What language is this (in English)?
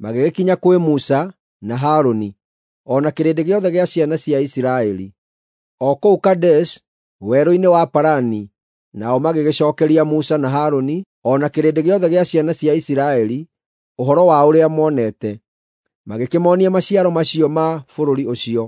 Kikuyu